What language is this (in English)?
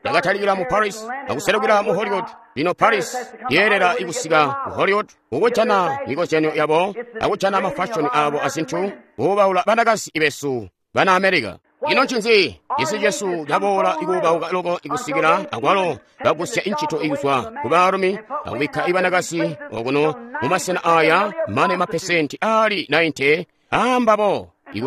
Tonga (Zambia)